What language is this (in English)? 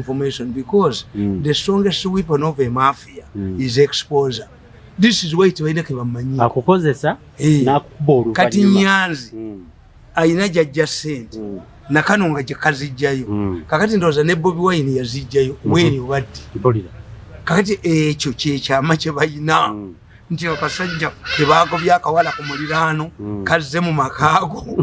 Ganda